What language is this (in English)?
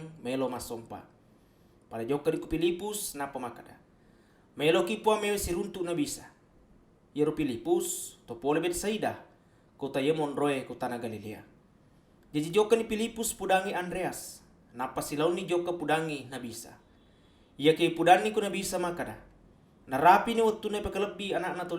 Buginese